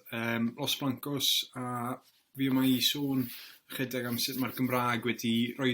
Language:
Welsh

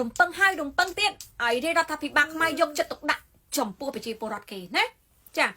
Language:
Khmer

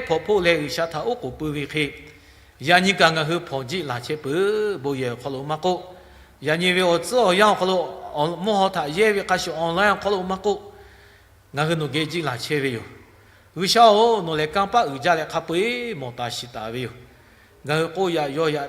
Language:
Lahu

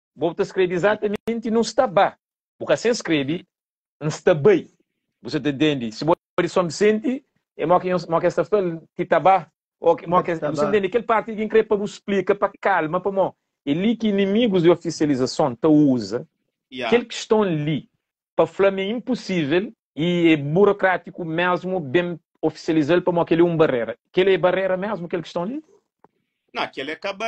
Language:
Kabuverdianu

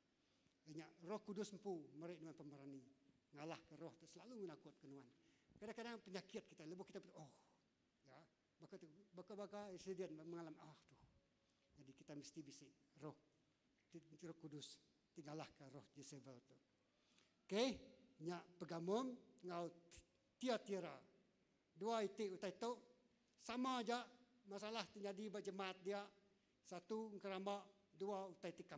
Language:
Iban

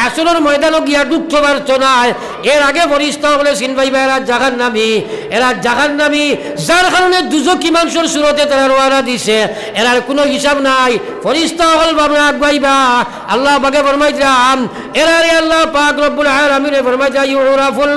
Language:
Sylheti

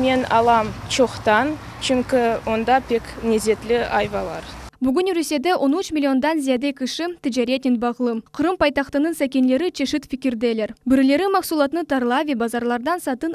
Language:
Crimean Tatar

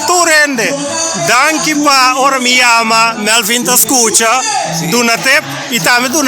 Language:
Papiamento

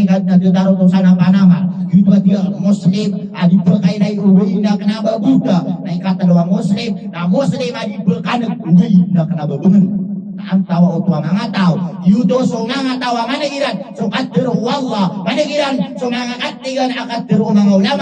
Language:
Maranao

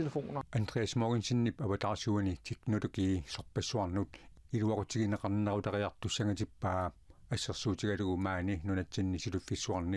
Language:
Kalaallisut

